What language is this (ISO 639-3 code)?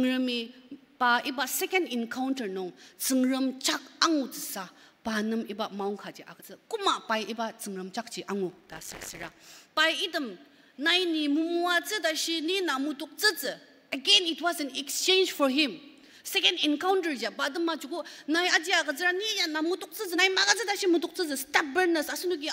njo